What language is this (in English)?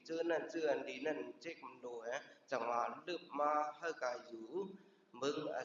Shan